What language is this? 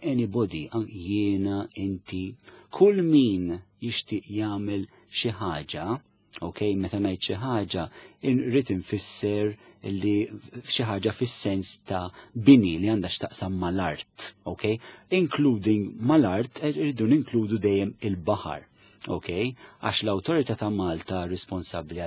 Maltese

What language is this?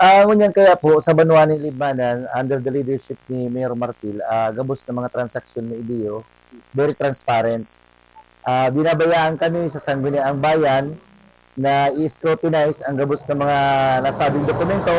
Bikol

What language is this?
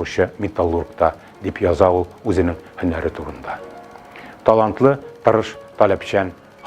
Tatar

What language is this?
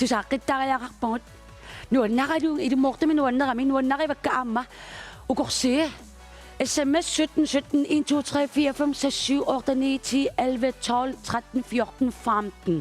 Kalaallisut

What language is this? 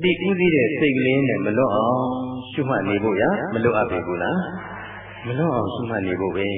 Burmese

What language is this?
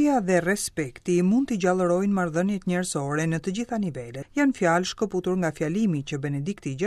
Albanian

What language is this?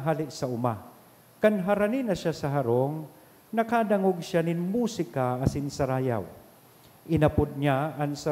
Bikol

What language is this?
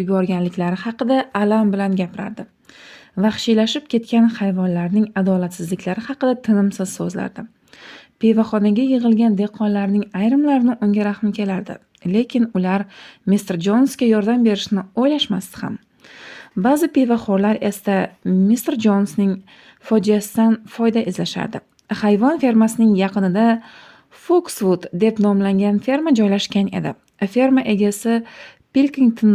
Uzbek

